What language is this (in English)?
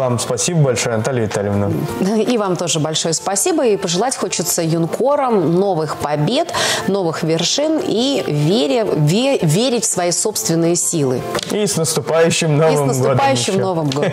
Russian